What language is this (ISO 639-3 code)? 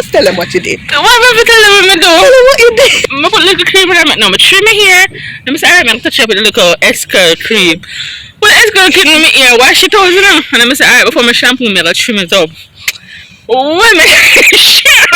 jam